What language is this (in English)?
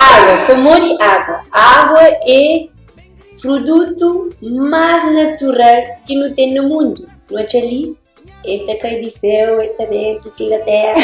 Kabuverdianu